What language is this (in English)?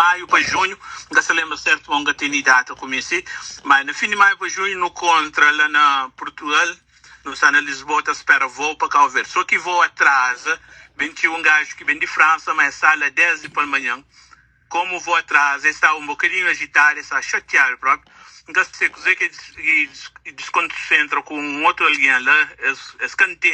Kabuverdianu